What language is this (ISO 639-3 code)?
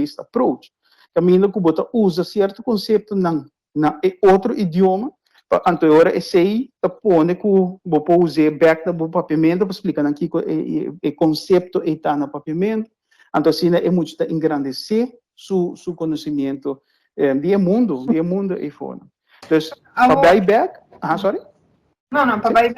pap